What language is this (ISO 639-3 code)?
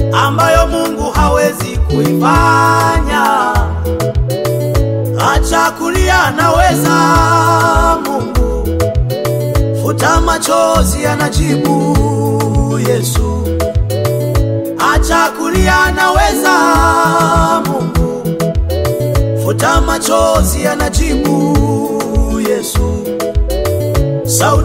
swa